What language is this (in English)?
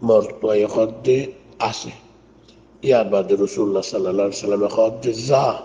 Rohingya